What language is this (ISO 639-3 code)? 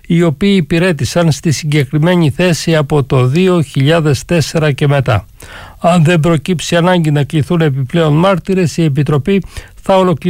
ell